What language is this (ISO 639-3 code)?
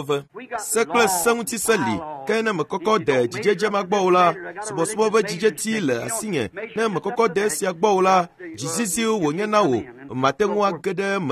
ewe